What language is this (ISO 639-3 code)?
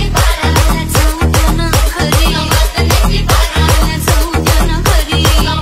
mar